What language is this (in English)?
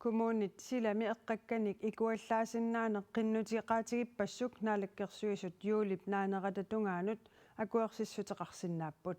Kalaallisut